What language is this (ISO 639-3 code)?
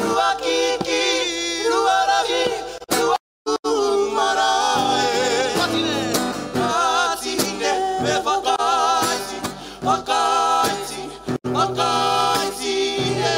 mri